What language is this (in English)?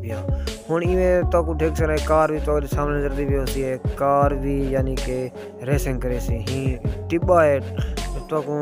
Saraiki